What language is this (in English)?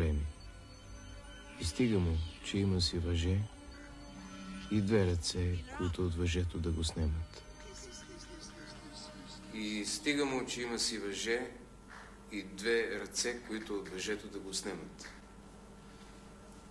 Bulgarian